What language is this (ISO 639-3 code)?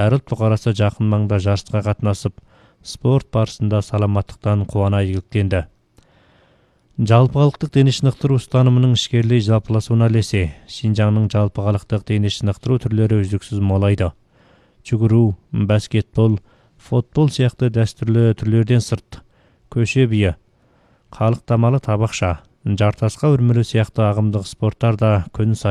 kaz